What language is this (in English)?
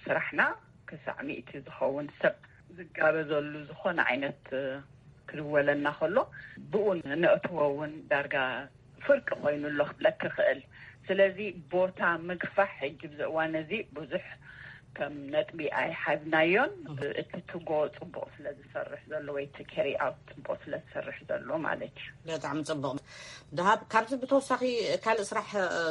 Tigrinya